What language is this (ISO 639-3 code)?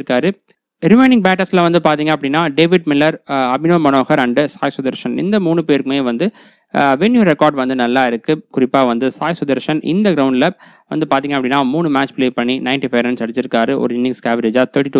tam